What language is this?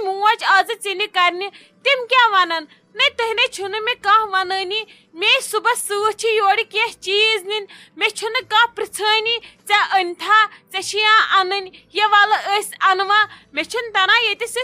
Kashmiri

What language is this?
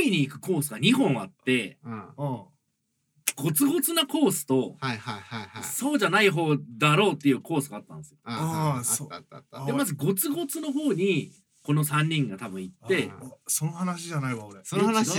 Japanese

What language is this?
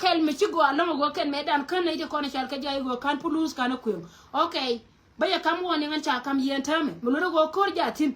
Nuer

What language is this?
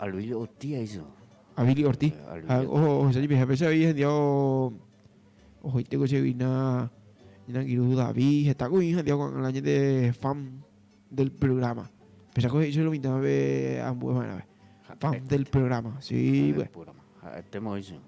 Guarani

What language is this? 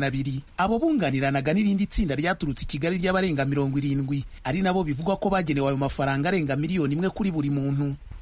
Kinyarwanda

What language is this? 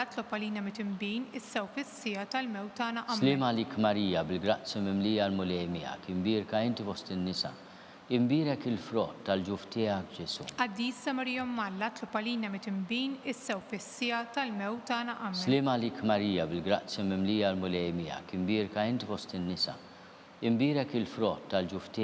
Maltese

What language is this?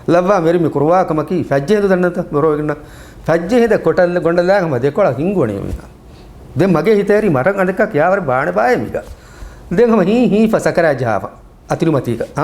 Divehi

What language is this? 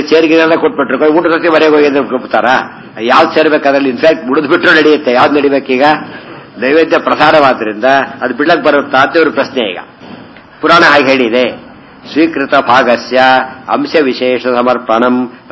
Kannada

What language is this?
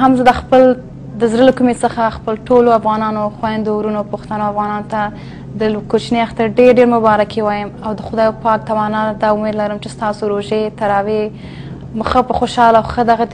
Pashto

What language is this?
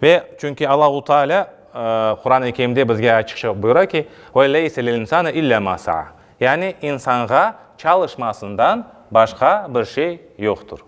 Crimean Tatar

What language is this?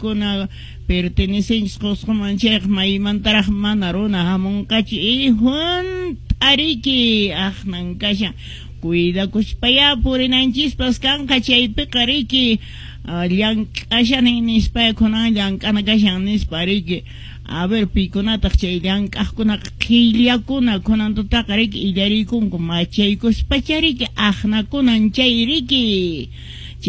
Quechua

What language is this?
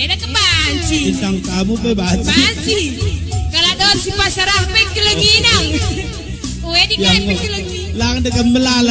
Batak Karo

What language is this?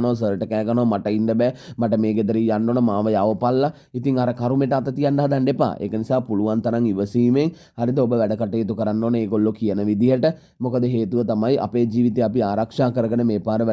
Sinhala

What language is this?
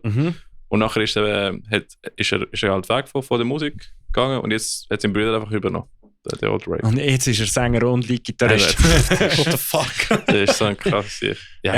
Swiss German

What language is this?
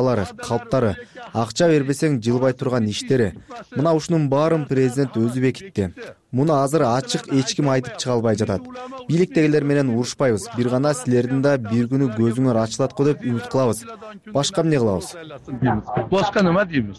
Kyrgyz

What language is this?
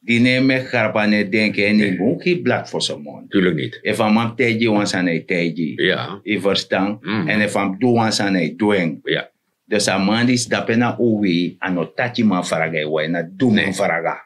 Sranan Tongo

